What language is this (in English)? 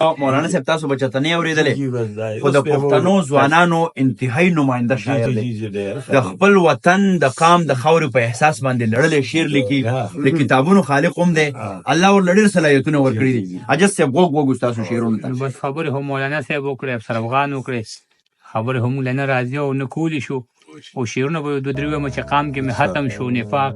Pashto